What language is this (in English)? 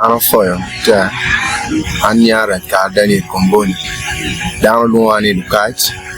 Acoli